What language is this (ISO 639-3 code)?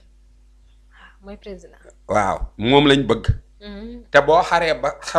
wol